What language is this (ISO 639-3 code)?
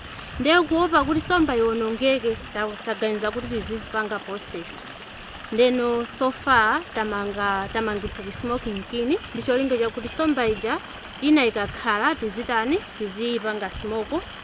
nya